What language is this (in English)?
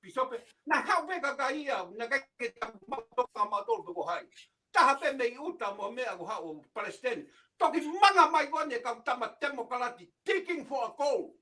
Tongan